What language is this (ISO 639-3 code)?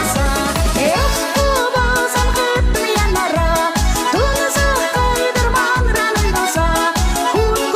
chv